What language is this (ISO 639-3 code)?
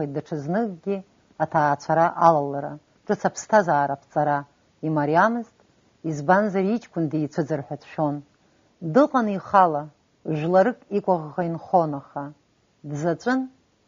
abk